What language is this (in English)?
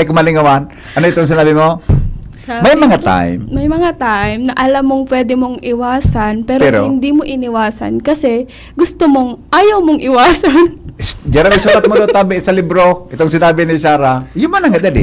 Bikol